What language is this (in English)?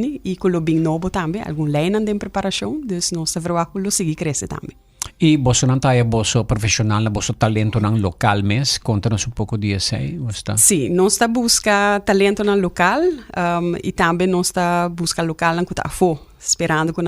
Papiamento